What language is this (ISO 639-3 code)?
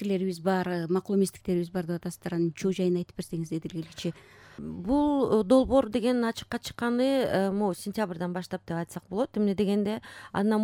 kir